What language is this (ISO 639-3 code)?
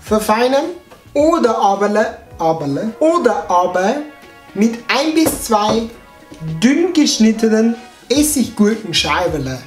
bar